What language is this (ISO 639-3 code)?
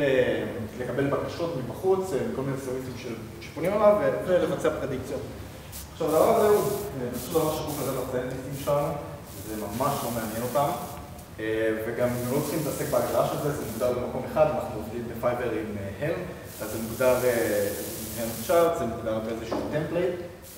heb